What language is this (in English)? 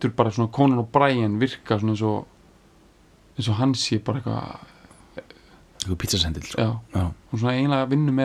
Icelandic